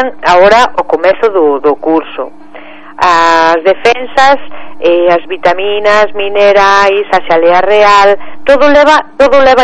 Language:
Galician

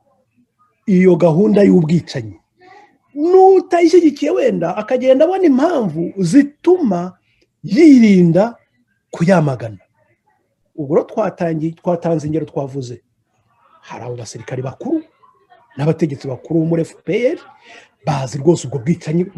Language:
Kinyarwanda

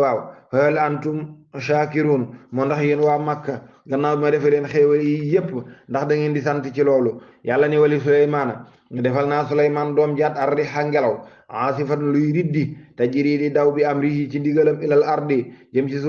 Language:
Wolof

